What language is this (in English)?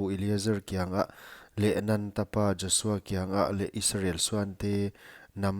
Paite Chin